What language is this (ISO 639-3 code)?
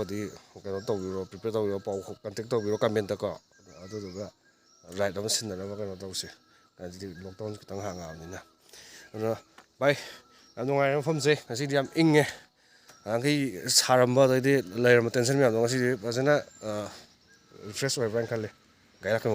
mni